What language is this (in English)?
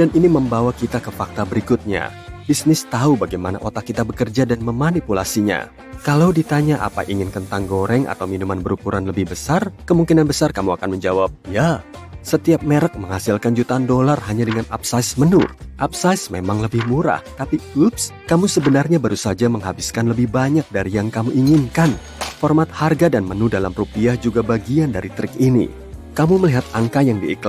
Indonesian